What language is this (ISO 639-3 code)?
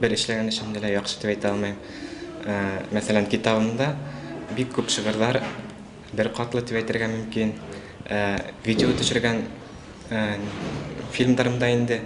bak